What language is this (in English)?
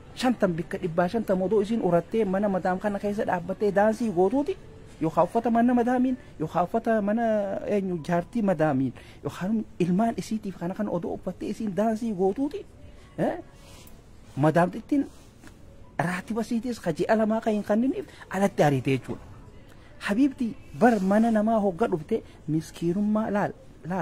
Oromo